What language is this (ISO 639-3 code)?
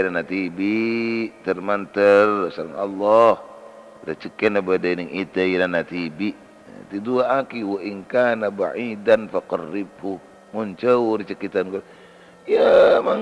mad